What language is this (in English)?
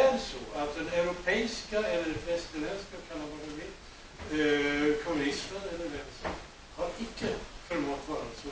Swedish